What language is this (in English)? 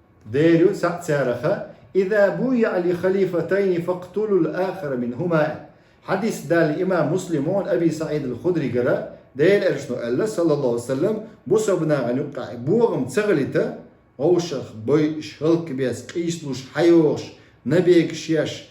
Chechen